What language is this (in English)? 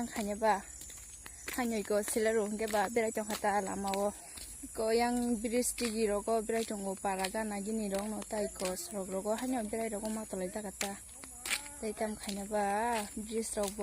Kok Borok